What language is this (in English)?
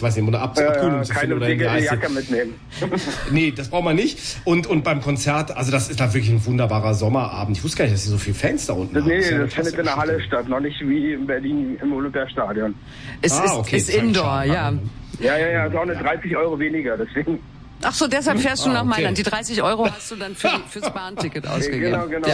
German